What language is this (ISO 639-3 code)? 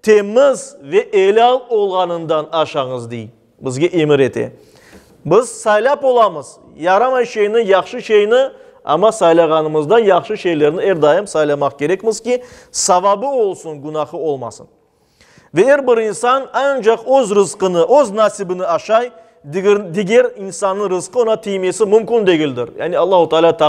crh